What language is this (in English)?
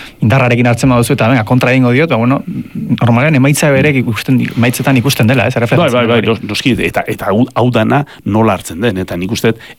Basque